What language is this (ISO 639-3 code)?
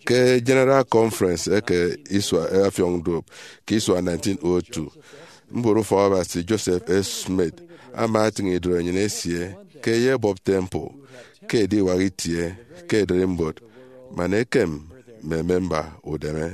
efi